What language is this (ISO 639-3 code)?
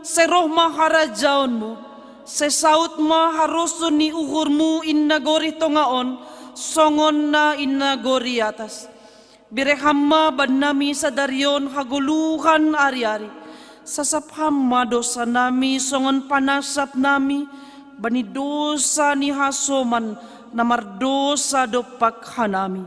bts